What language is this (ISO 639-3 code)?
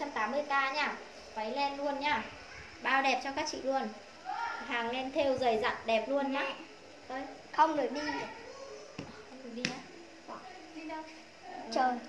vie